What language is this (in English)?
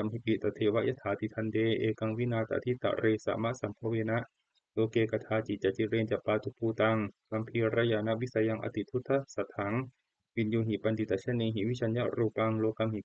Pali